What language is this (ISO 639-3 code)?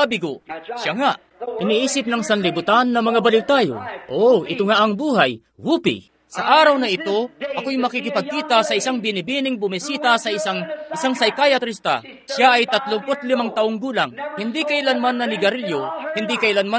fil